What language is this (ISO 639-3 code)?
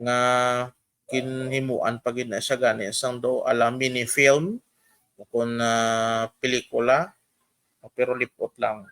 hil